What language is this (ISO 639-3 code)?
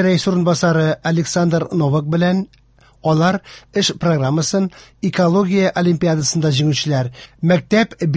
tat